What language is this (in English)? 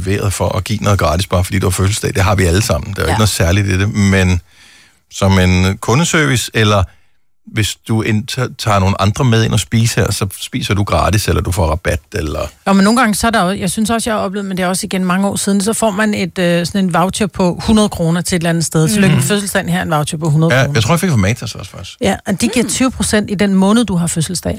Danish